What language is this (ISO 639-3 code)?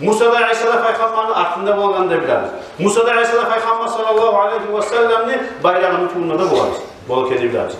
kum